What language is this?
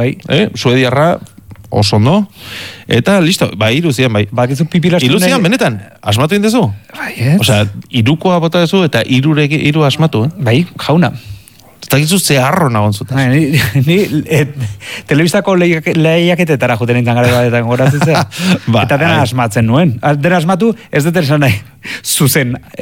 Basque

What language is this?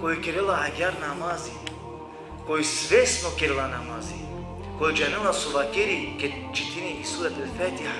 Balkan Romani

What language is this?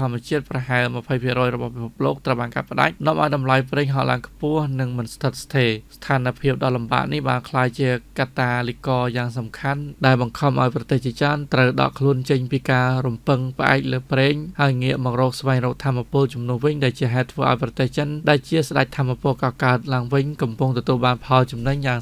Khmer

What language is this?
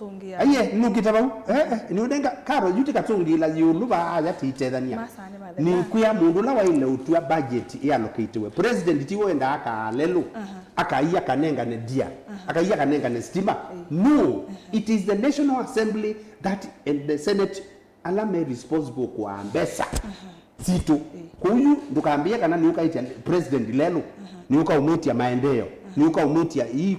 Kamba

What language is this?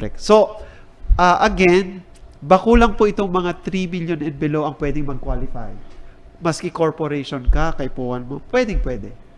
Bikol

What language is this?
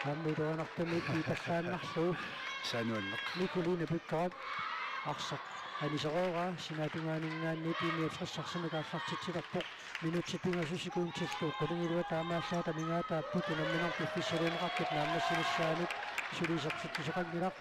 Kalaallisut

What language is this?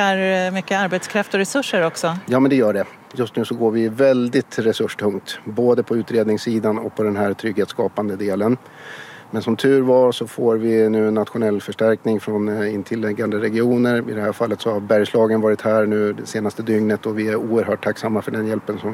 Swedish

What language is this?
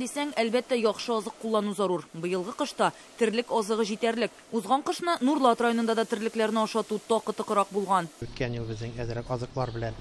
Tatar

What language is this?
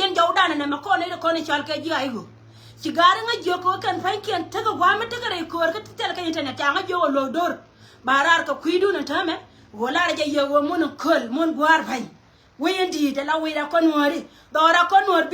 Nuer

